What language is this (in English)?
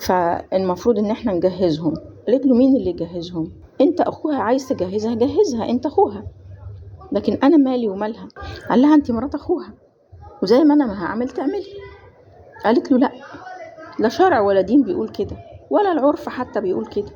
Egyptian Arabic